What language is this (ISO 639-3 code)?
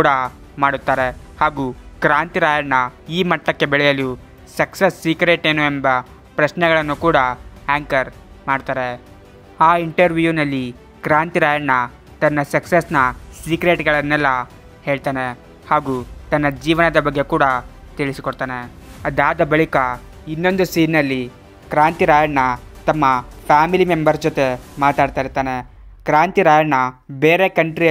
kan